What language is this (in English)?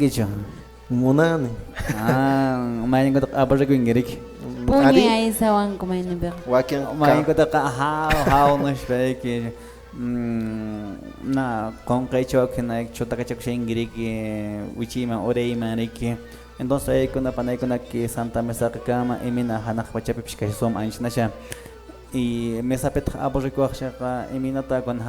Quechua